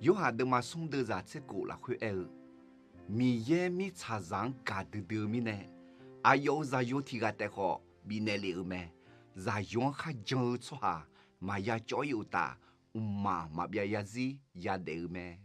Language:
Akha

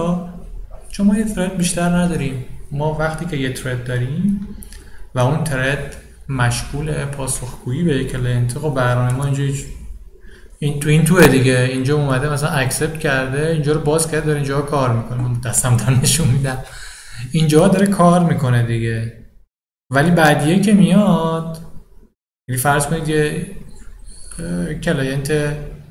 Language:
Persian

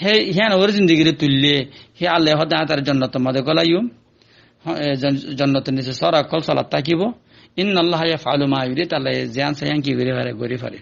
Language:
Rohingya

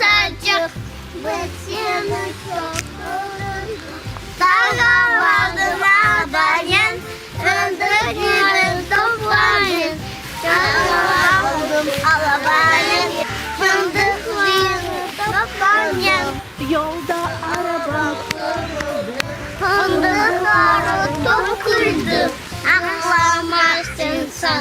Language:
Crimean Tatar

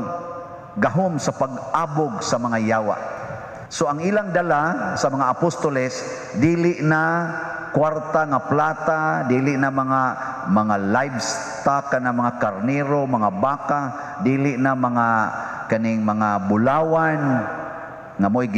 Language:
Cebuano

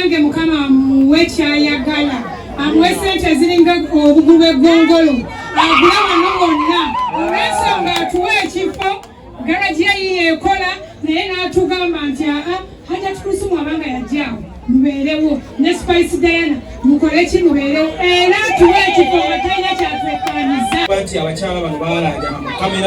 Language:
Ganda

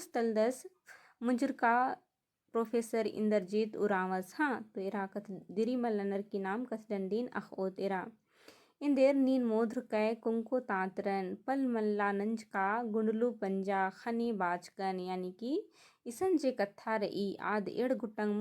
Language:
Kurukh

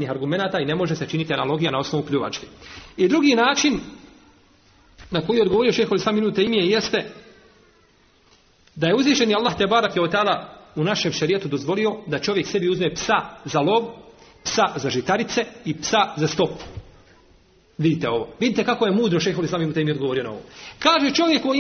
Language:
Bosnian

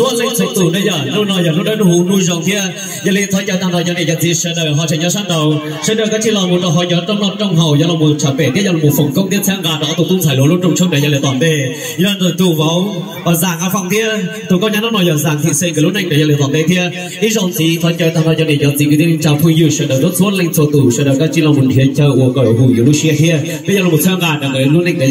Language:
Hmong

